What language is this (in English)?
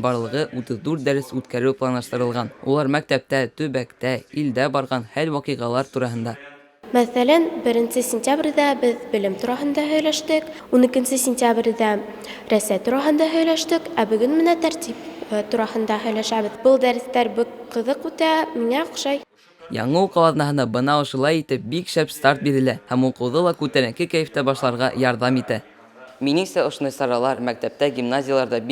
Bashkir